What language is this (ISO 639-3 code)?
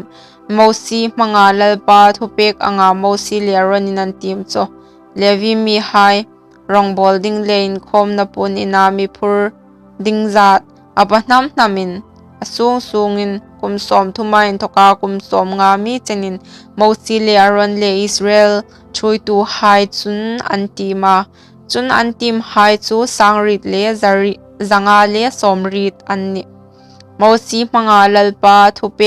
hmr